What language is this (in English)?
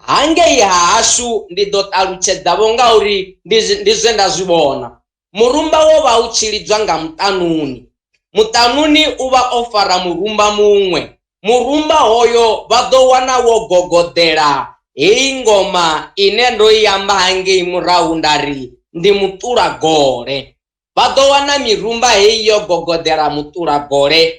Venda